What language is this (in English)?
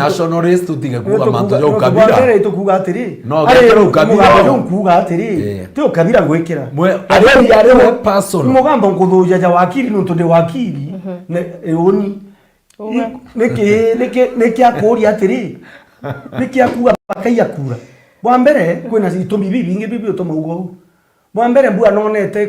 Meru